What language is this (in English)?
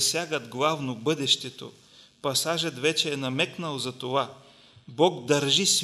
Bulgarian